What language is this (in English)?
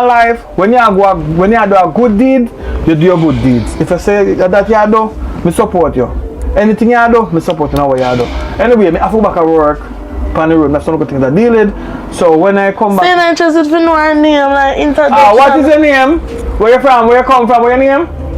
Jamaican Creole English